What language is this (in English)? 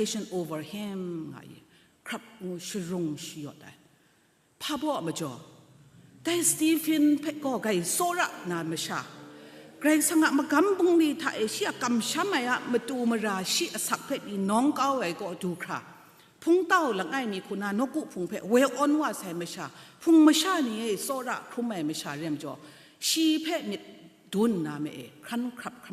Kachin